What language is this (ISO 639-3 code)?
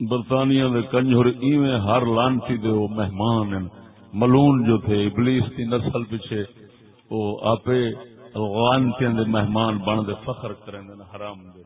skr